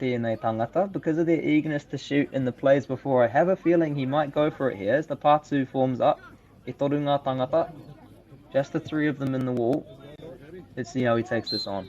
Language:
Māori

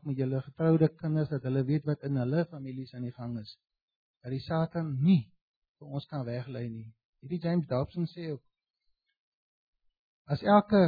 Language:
Afrikaans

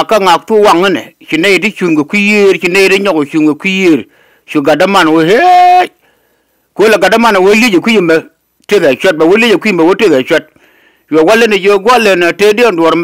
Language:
Nuer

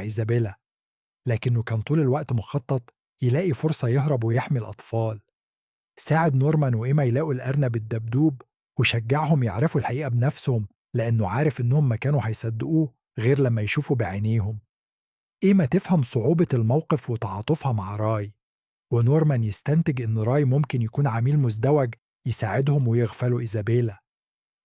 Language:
Egyptian Arabic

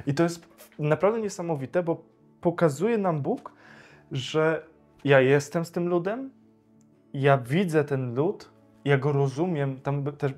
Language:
Polish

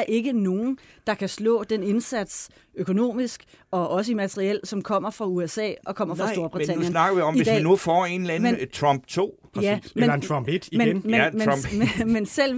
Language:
Danish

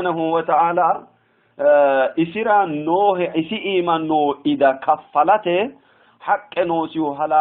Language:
Sidamo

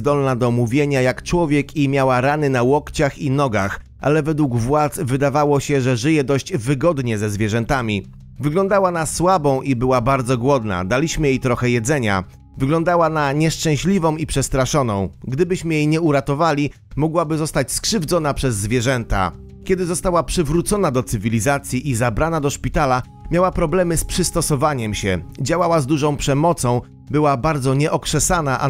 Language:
Polish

